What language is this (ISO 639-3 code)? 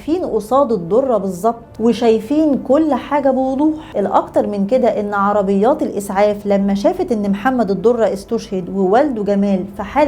arz